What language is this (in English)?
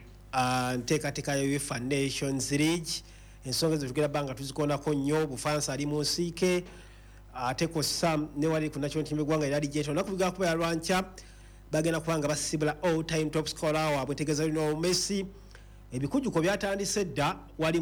Ganda